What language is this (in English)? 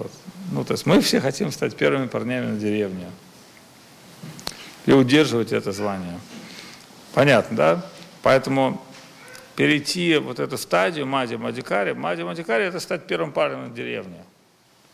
Russian